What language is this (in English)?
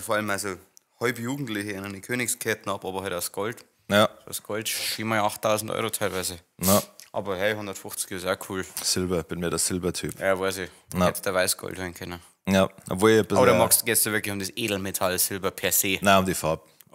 Bavarian